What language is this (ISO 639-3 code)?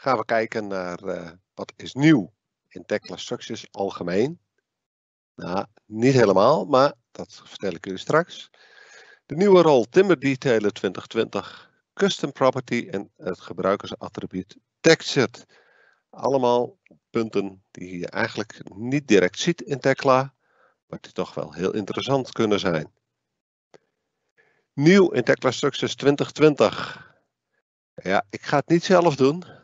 nld